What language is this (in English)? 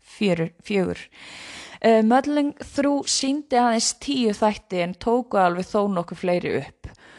Icelandic